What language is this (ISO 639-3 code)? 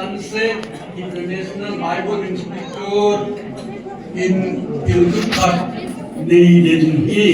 pck